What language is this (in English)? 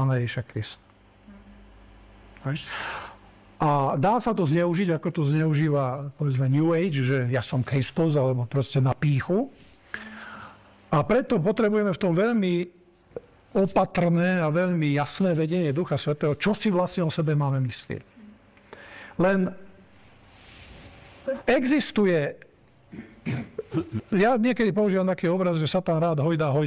Slovak